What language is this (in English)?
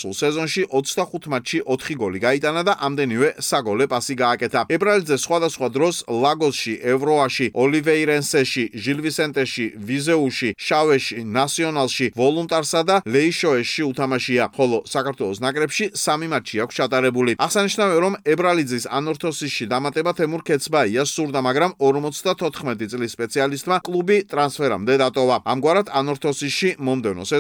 Georgian